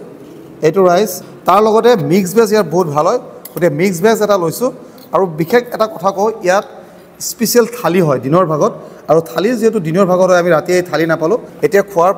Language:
Assamese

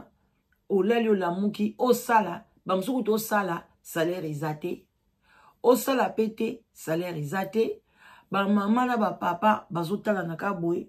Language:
Lingala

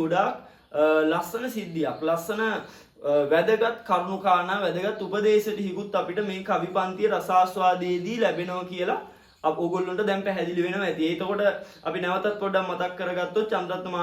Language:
Sinhala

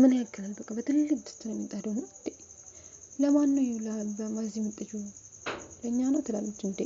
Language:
Amharic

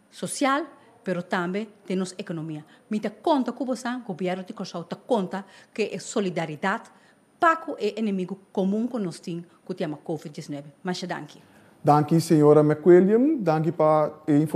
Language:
Papiamento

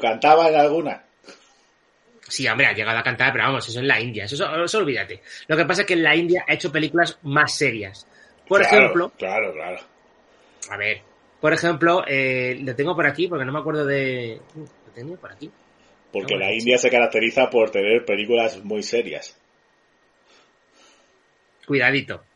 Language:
Spanish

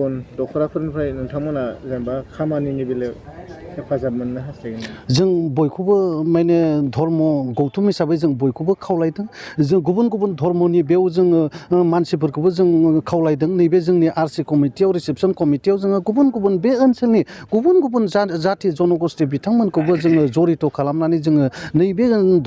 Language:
Bodo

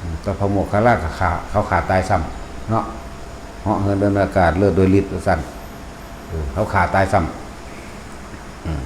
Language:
Northeastern Thai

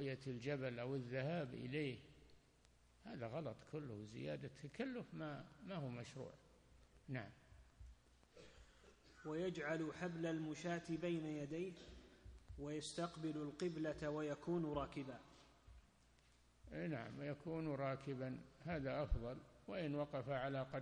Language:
Arabic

